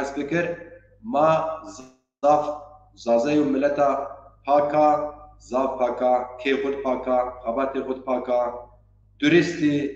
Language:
Zaza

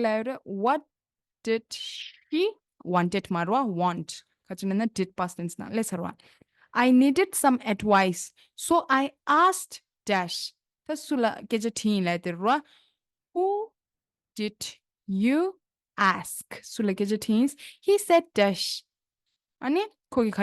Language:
Tibetan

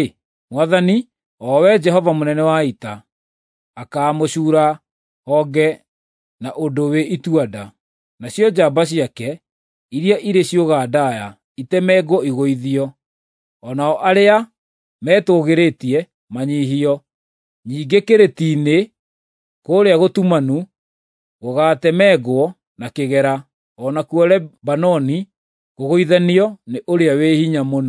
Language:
Kikuyu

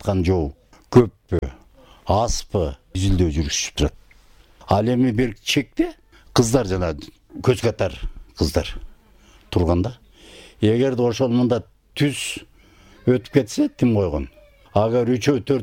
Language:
Kyrgyz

